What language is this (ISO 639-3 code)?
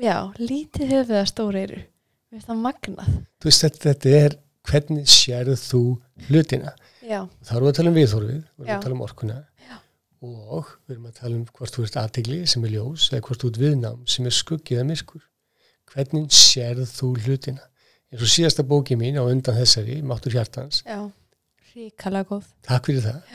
isl